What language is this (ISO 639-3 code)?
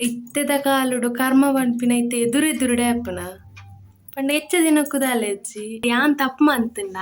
tcy